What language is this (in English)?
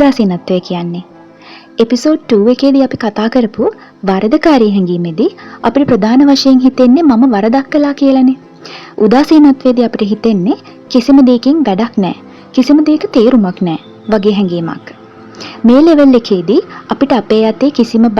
Sinhala